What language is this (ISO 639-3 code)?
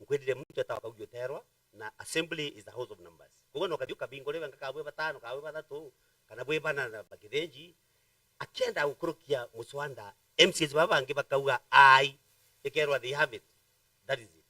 mer